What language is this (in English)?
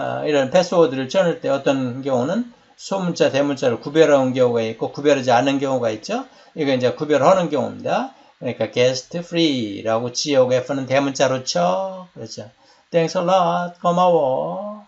Korean